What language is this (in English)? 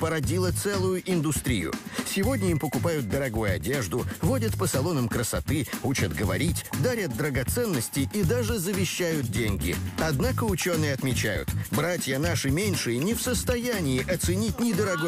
Russian